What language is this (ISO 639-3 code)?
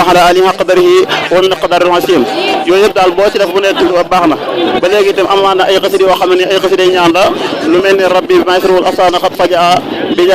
wol